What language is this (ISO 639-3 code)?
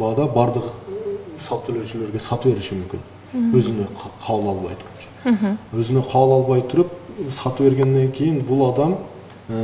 kir